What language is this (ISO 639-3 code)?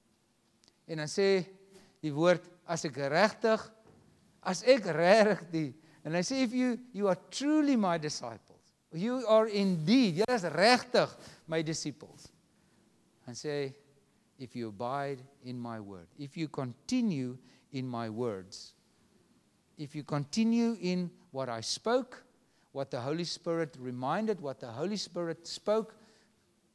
afr